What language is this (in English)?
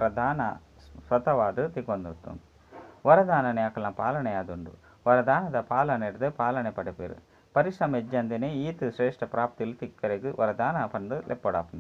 Tulu